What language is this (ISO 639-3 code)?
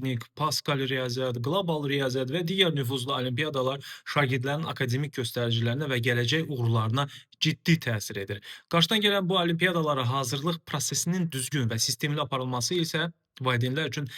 aze